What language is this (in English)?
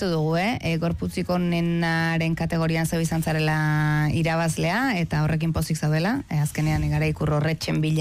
Basque